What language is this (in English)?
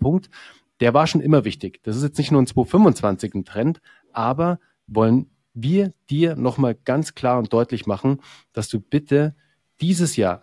German